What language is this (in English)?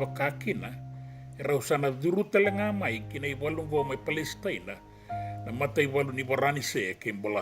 Fijian